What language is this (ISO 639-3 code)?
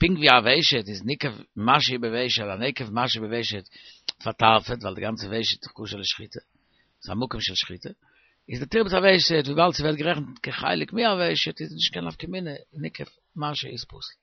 yid